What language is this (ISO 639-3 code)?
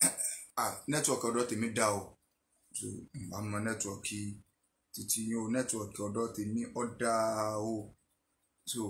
yor